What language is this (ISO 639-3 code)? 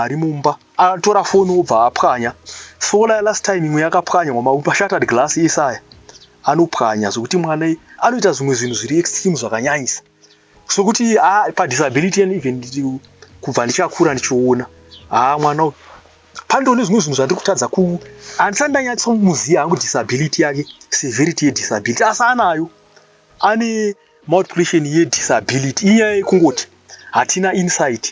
sna